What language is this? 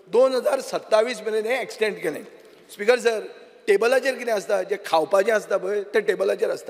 Konkani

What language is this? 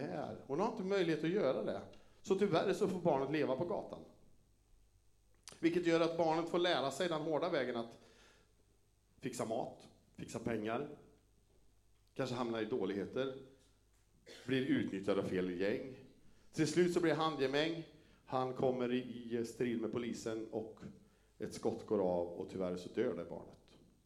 Swedish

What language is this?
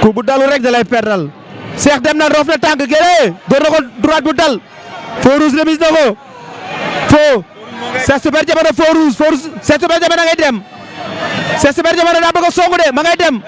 Wolof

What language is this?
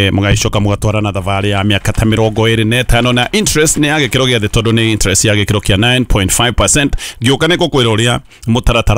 Kikuyu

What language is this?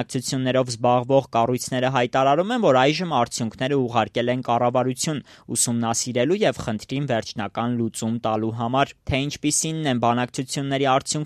Armenian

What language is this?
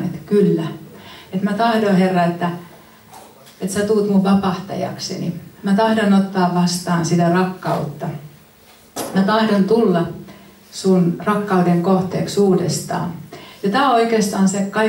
Finnish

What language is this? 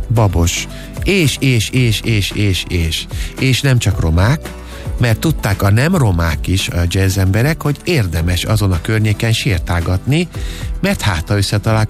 Hungarian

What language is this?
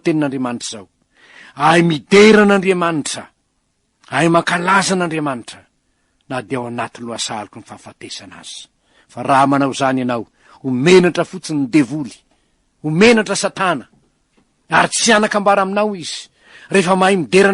Malagasy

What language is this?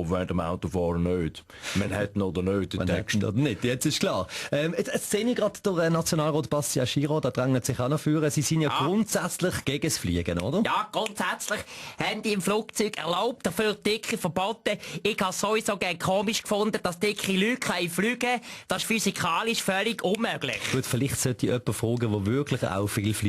Swiss German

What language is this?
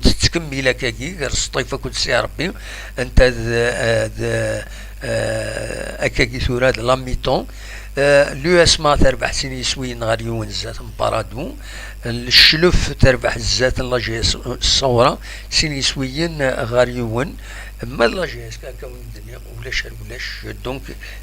Kabyle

